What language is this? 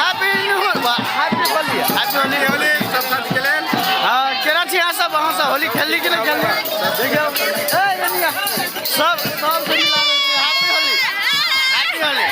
Maithili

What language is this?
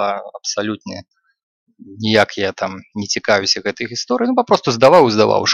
Belarusian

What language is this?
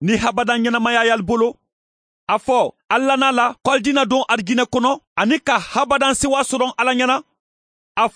Mandingo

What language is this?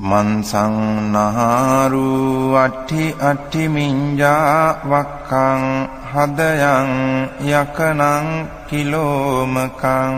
Pali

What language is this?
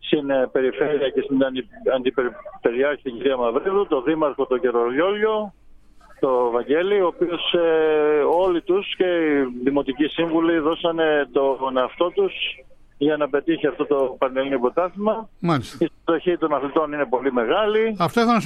Greek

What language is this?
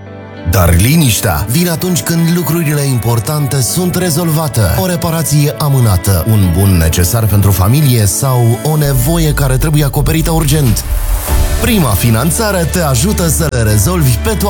Romanian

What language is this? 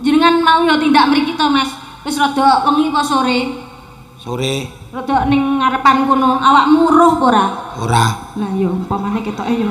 Javanese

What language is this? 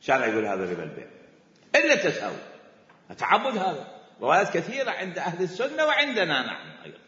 Mesopotamian Arabic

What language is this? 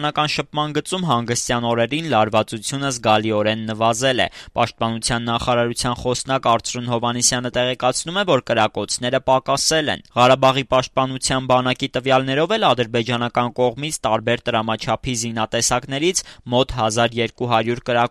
Armenian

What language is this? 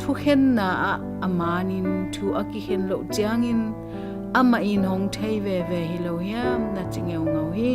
Tedim Chin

